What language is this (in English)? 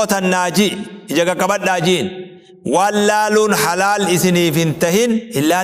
Oromo